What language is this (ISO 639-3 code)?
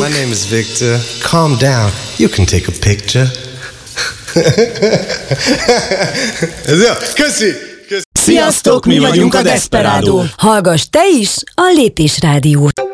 hun